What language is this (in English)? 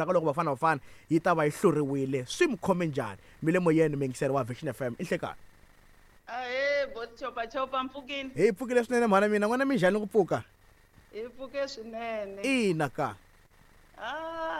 Tsonga